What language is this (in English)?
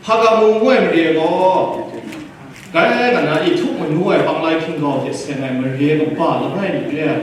Kachin